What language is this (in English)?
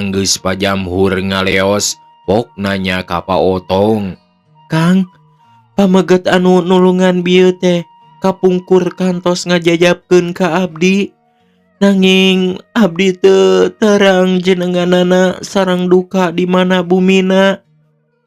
Sundanese